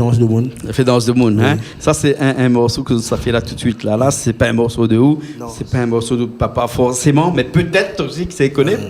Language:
Réunion Creole French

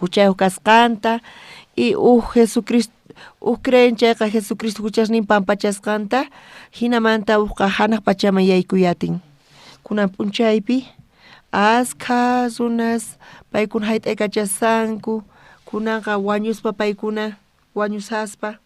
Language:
South Bolivian Quechua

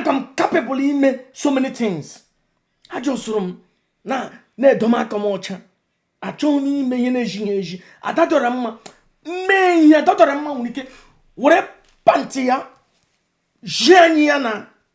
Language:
Igbo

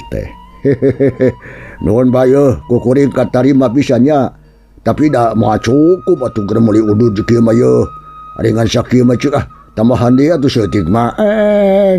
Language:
Sundanese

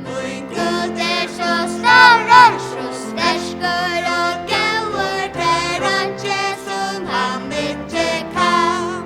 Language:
Faroese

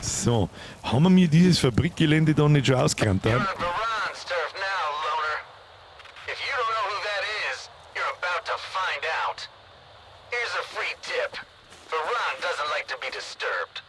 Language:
Bavarian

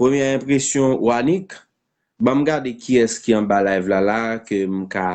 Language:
Haitian Creole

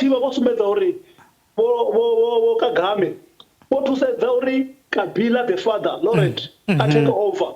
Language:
Venda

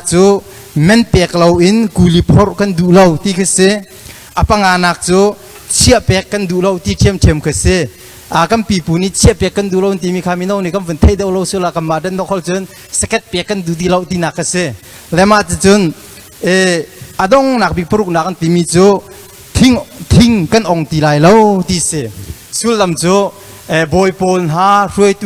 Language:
Hakha Chin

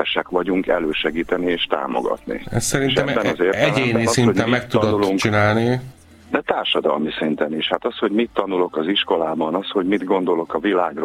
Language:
Hungarian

